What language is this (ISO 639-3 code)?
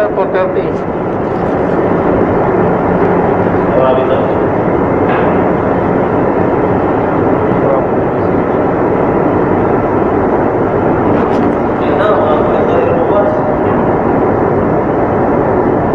fil